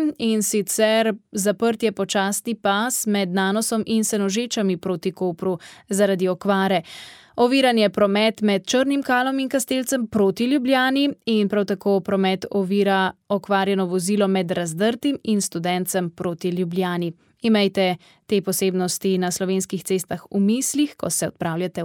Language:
Slovenian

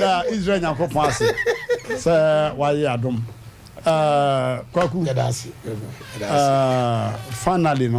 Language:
Akan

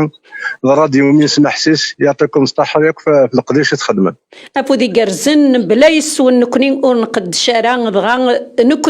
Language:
Kabyle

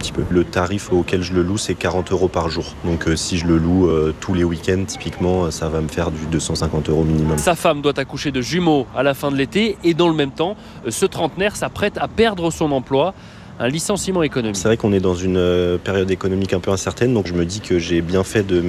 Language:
French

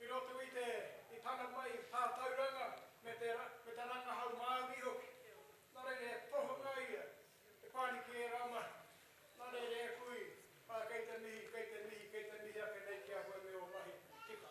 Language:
Māori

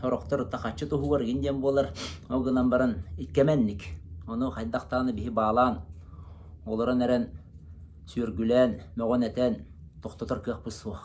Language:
Yakut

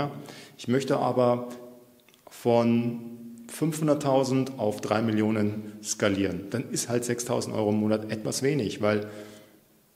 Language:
German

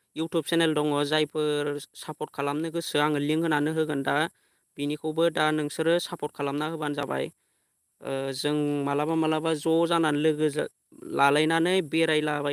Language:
Bodo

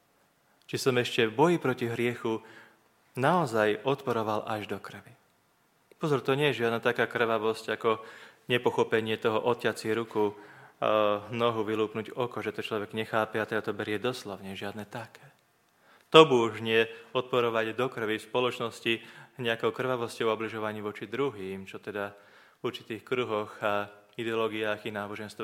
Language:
Slovak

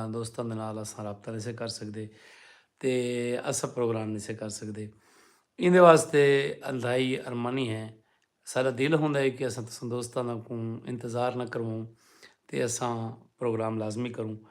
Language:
Saraiki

